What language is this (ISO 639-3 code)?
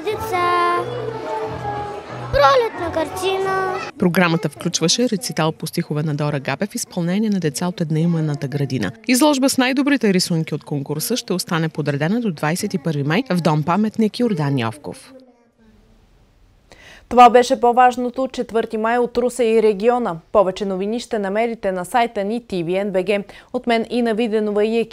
bul